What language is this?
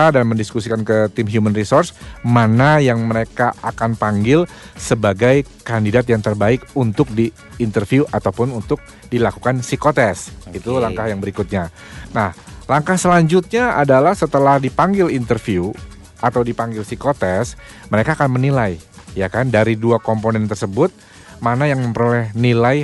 Indonesian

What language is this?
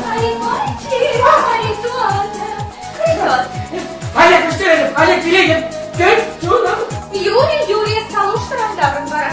Chuvash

